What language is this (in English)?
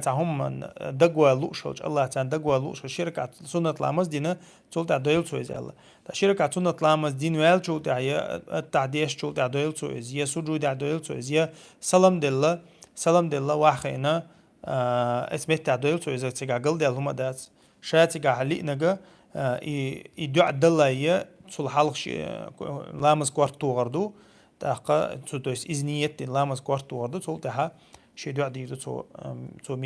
Chechen